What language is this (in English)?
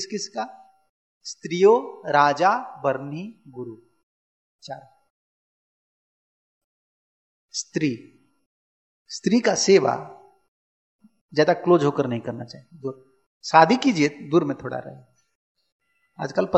Hindi